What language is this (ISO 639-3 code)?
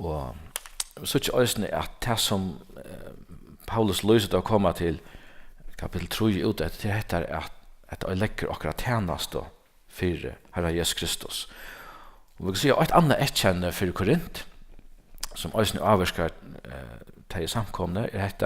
fao